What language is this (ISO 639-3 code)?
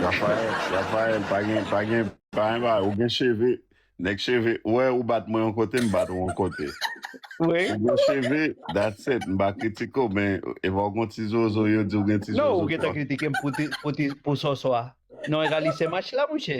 hat